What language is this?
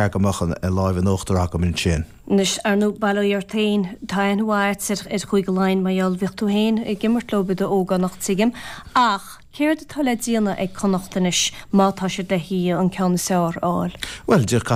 Irish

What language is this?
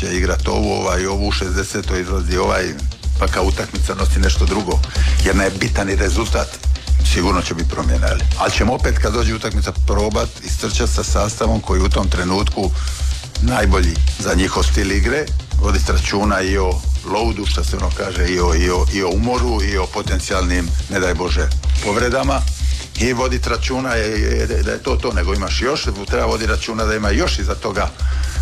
Croatian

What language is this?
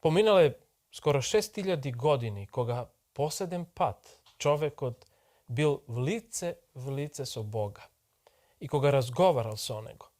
Macedonian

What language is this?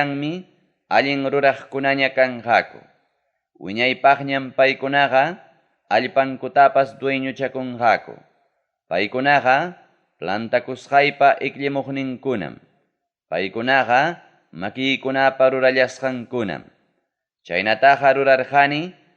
Ayacucho Quechua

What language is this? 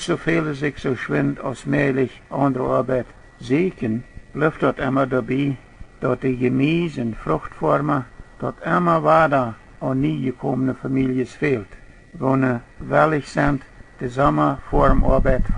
Plautdietsch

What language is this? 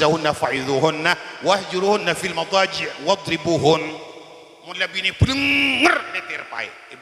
Madurese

